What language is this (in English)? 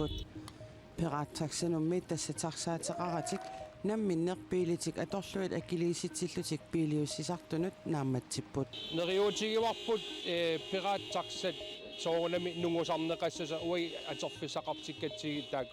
Kalaallisut